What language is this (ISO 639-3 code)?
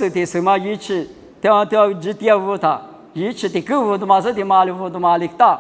lis